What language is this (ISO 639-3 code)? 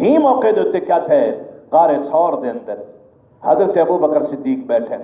skr